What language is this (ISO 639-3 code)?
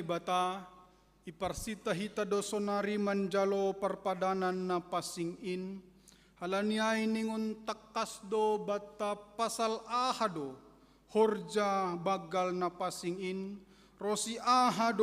bts